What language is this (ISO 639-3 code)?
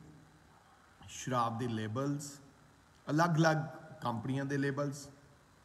pan